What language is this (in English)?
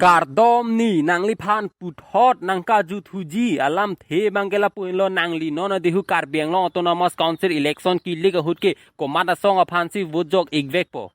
Karbi